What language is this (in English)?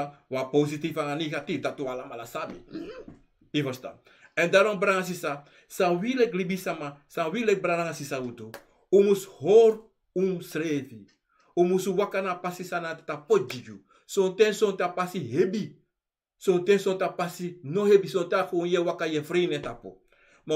Sranan Tongo